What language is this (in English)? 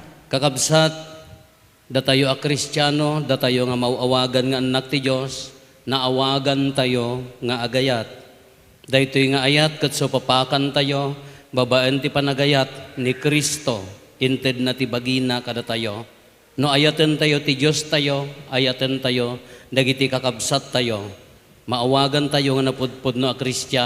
Iloko